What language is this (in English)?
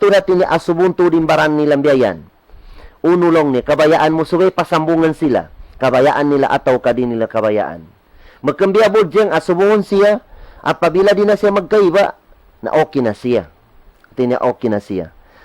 Tausug